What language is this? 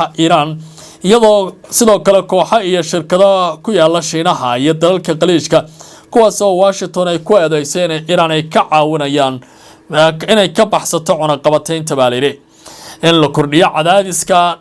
Somali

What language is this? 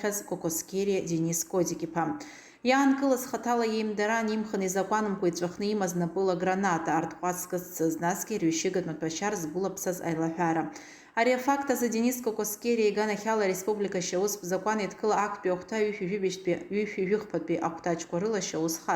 Abkhazian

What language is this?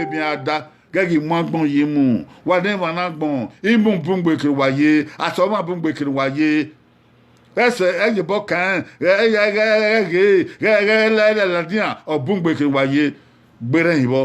Bini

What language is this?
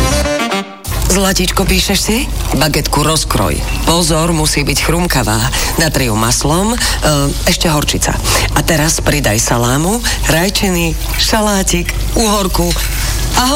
Slovak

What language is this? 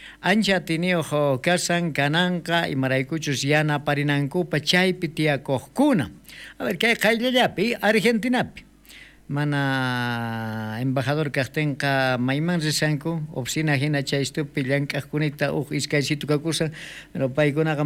South Bolivian Quechua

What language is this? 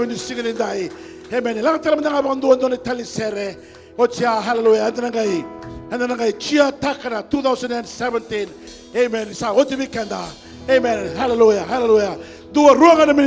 Fijian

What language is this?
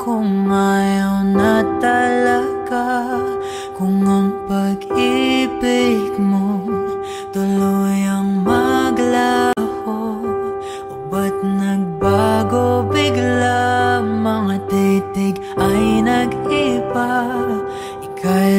Filipino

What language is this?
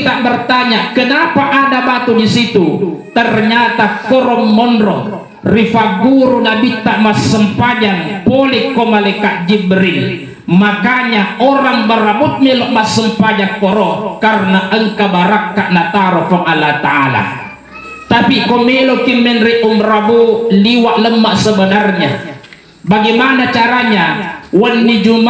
Buginese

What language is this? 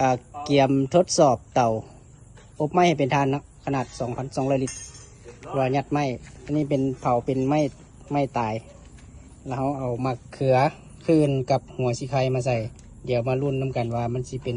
Lao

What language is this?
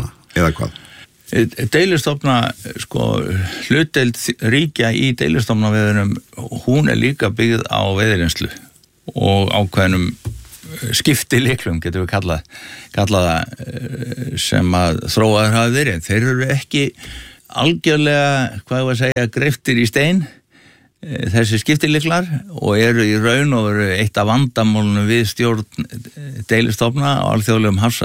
Icelandic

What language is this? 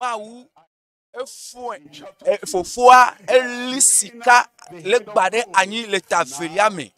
Ewe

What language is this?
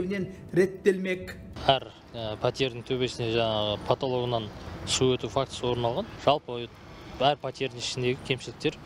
Kazakh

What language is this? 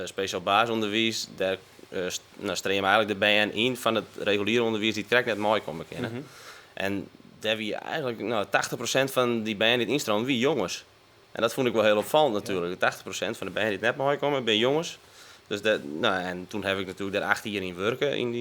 Western Frisian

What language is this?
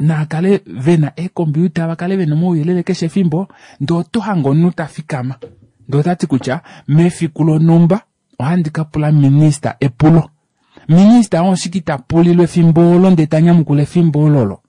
Kuanyama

